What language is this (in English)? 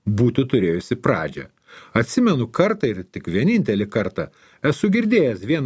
Lithuanian